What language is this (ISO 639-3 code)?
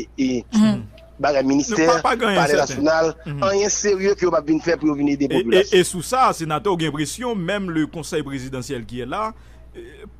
hat